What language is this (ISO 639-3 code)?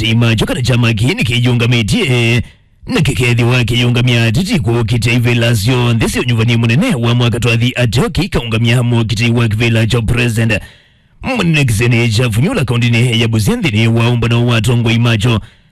kam